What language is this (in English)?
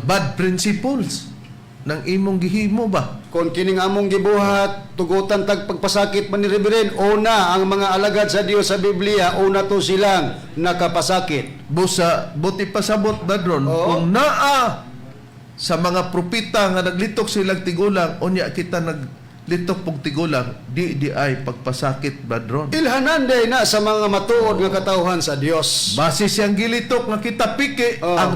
Cebuano